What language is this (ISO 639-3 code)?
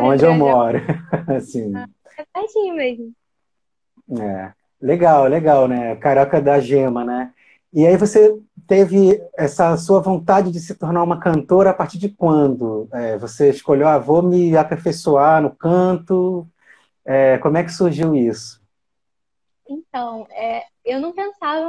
por